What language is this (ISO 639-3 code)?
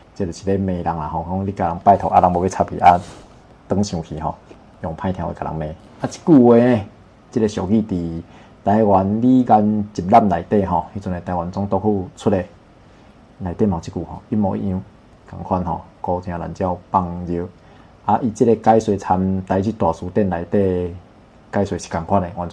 nan